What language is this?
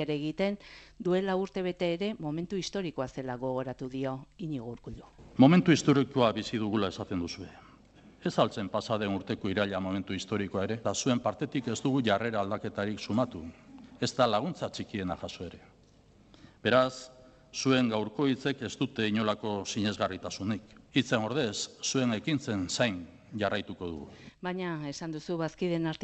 Basque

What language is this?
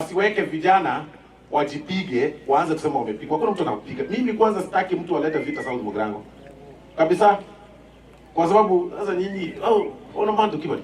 Gusii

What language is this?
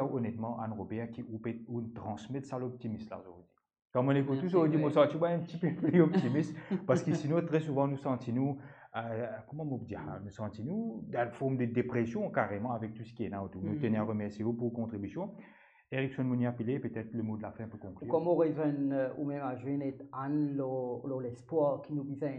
Morisyen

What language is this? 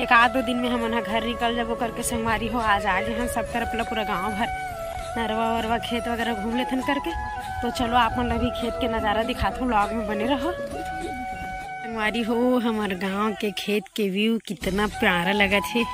Chhattisgarhi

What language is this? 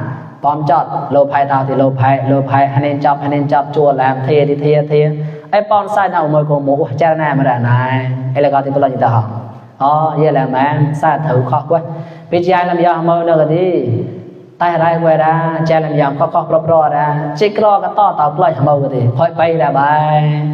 Mon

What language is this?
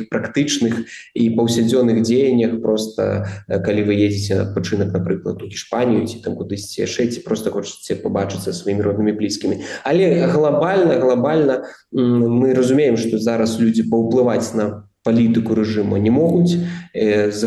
Belarusian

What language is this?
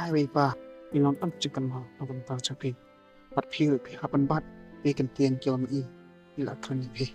Khasi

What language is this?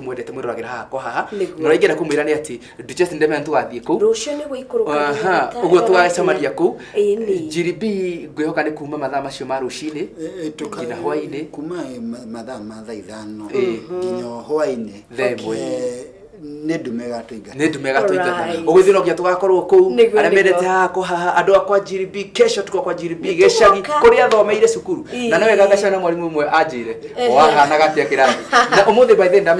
Kikuyu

